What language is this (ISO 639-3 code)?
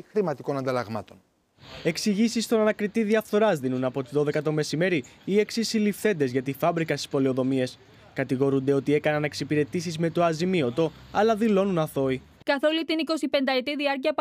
ell